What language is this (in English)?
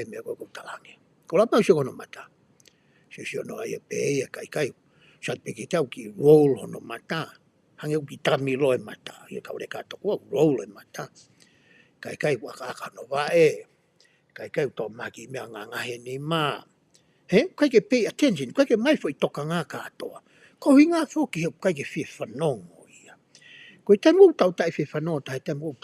Tongan